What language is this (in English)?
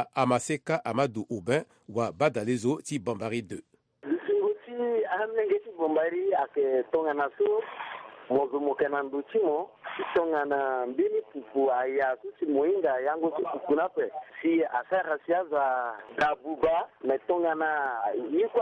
Sango